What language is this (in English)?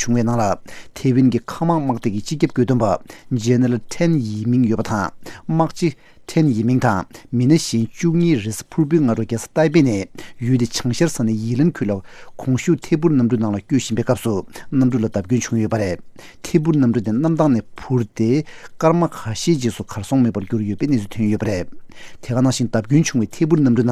Tibetan